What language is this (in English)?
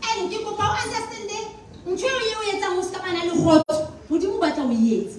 Southern Sotho